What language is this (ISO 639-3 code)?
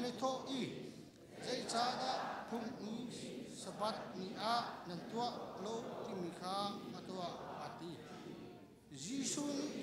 cnh